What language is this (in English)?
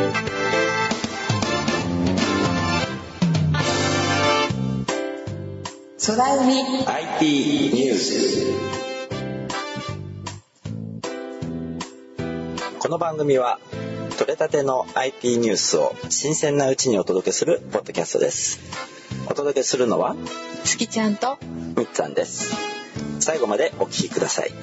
Japanese